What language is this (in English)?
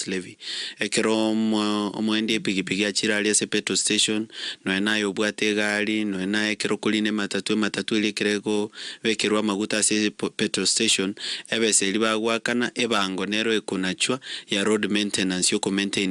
Gusii